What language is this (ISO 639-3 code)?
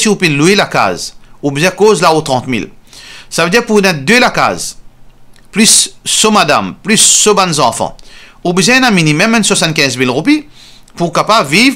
mfe